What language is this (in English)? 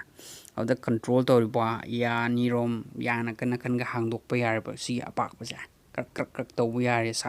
Manipuri